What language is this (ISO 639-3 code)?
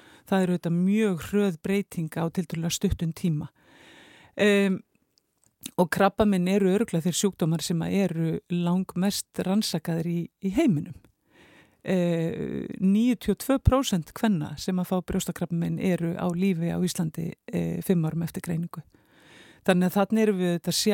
isl